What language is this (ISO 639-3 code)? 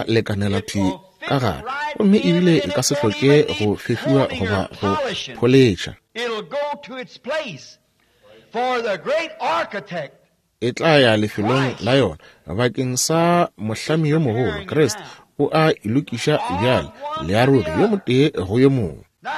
nso